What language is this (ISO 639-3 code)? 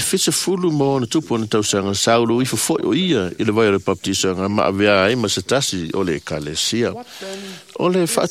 smo